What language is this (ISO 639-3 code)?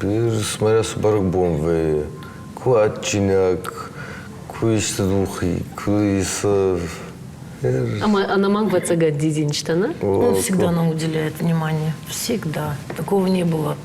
oss